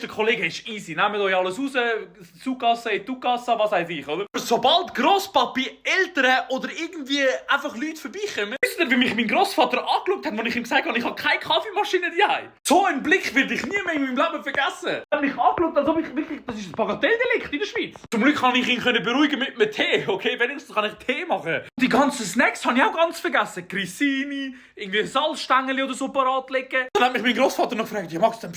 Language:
Swiss German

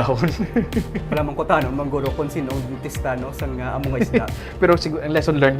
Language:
Hiligaynon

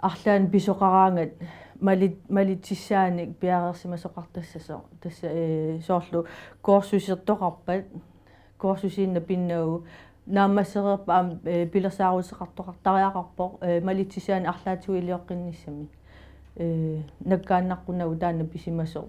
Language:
Kalaallisut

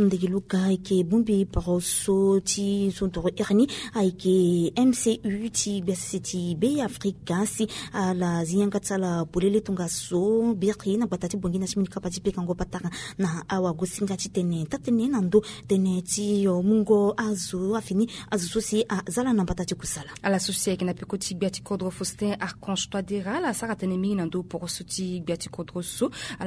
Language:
Sango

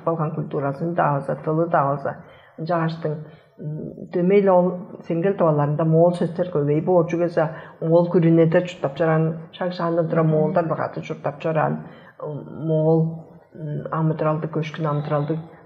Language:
Tuvinian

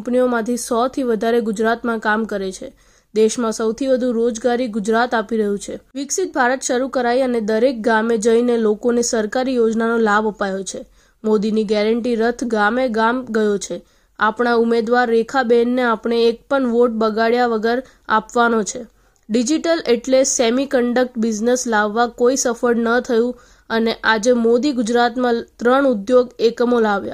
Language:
Gujarati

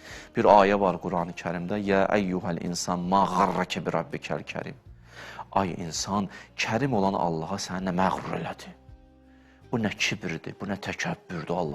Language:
Azerbaijani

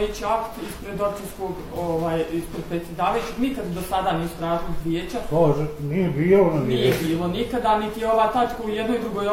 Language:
Bosnian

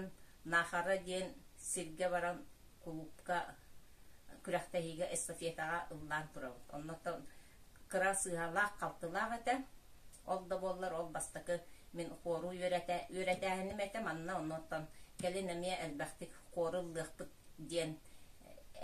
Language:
Yakut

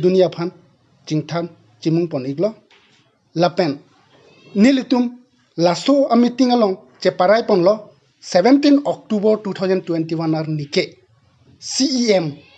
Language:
Karbi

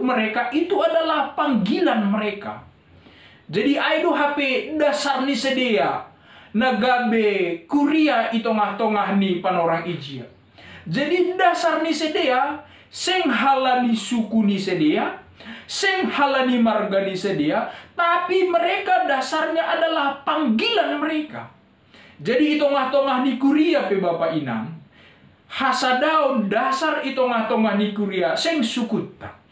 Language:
Batak Simalungun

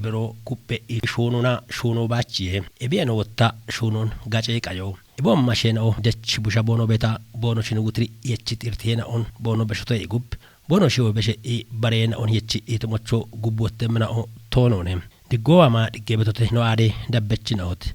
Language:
Kafa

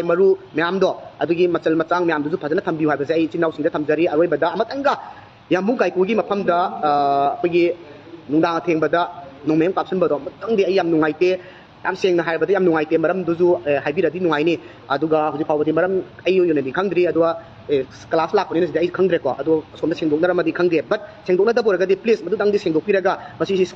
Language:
Manipuri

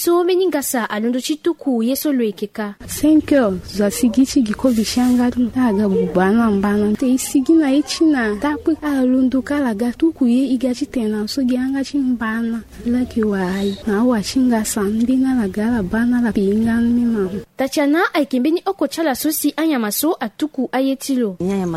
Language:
Sango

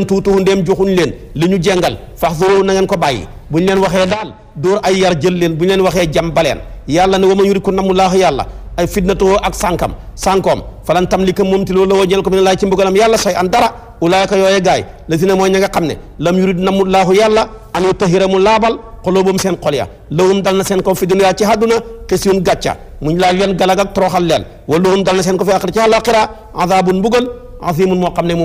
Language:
Wolof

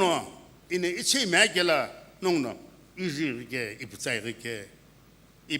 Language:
Sumi Naga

